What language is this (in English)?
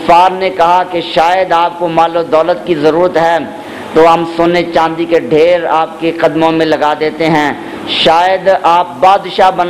Urdu